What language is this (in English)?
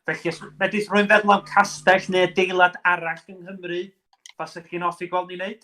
Welsh